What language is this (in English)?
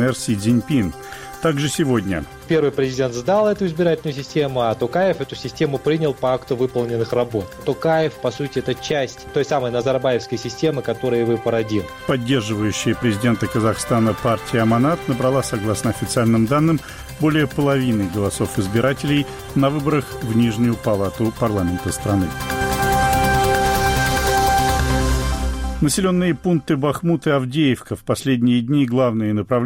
Russian